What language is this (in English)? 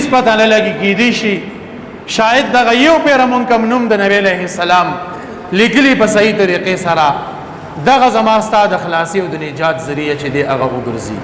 Pashto